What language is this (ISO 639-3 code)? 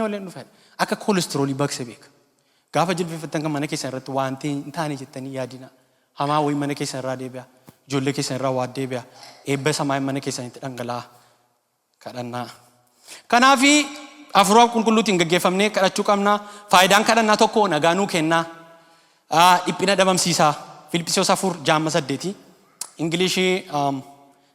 orm